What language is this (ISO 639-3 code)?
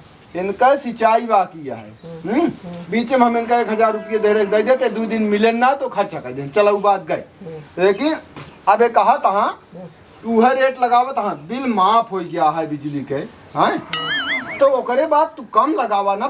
awa